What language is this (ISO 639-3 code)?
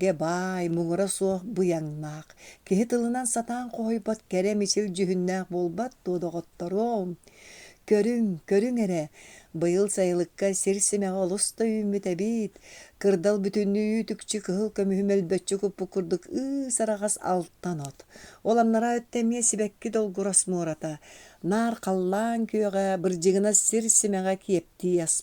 sah